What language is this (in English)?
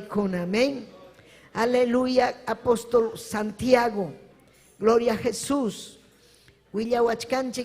Ayacucho Quechua